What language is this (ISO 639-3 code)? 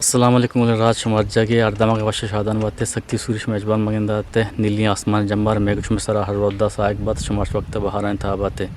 bgp